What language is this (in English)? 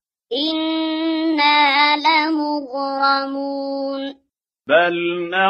Arabic